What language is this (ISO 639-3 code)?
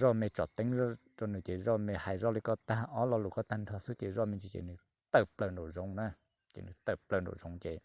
hmn